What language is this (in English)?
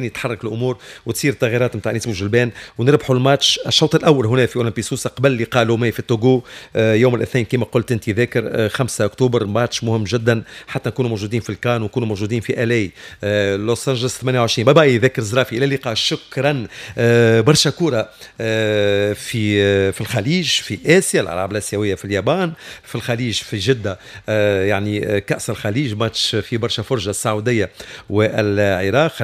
Tunisian Arabic